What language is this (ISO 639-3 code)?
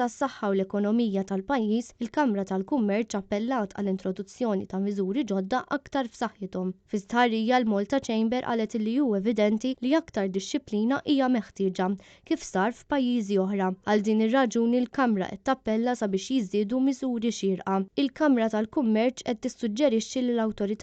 mlt